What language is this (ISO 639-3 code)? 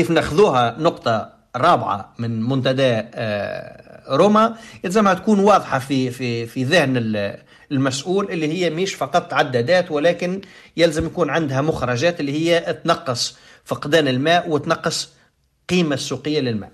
aeb